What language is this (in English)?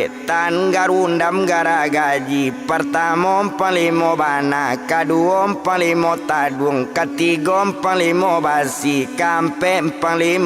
Minangkabau